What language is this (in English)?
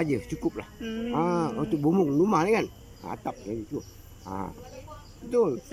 Malay